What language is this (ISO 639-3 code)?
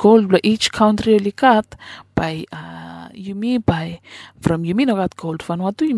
bis